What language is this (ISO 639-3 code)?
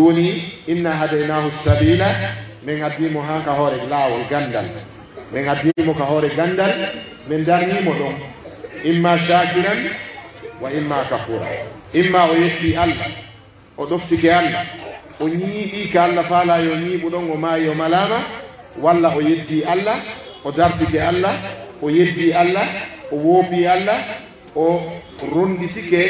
fuf